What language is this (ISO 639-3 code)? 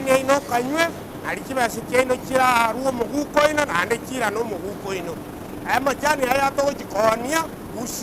guz